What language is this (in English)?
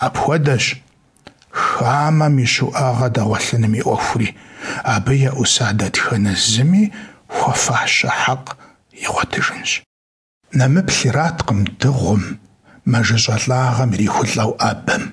Kabardian